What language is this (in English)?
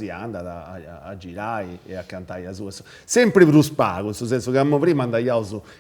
Sardinian